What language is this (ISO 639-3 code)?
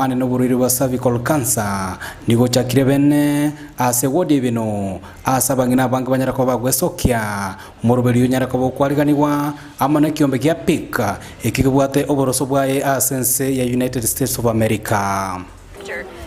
guz